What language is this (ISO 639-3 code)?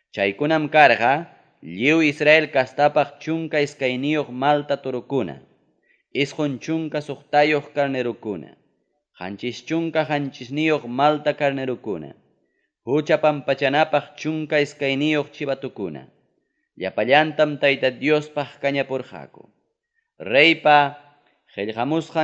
quy